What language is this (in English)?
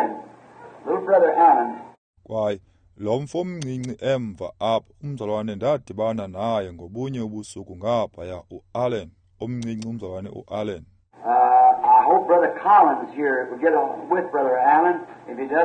Xhosa